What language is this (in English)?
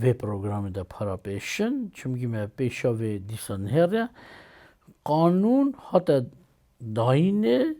Kurdish